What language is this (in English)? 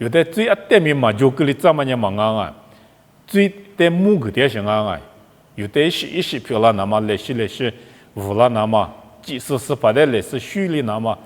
Lisu